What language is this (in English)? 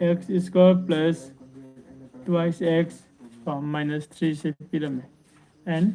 Manipuri